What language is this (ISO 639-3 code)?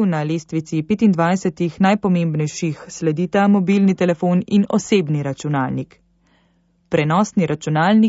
slv